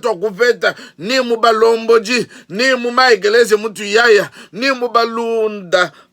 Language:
Luba-Lulua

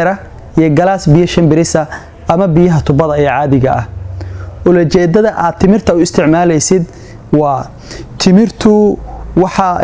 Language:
Somali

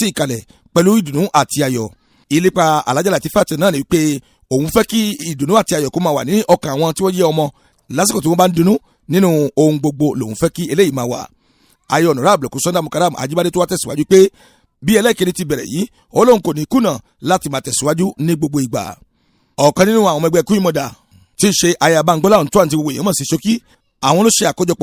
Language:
Yoruba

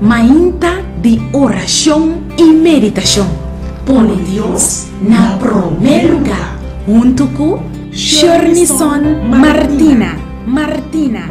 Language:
Papiamento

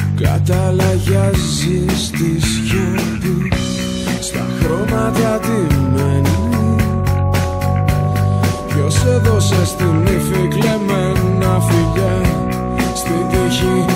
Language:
Greek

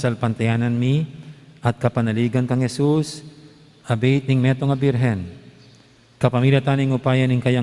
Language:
Pampanga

